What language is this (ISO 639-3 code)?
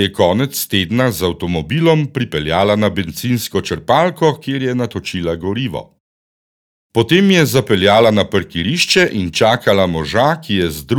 slv